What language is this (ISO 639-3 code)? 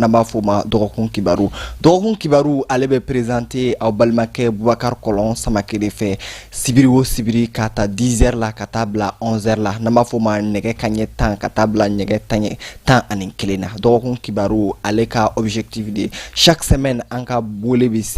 bam